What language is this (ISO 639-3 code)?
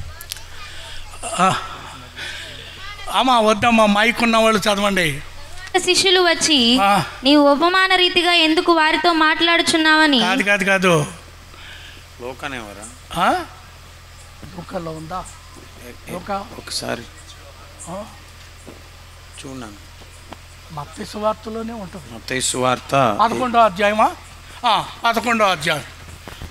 tel